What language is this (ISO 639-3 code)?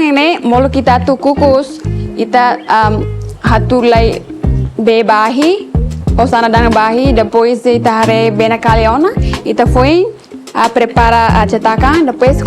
tet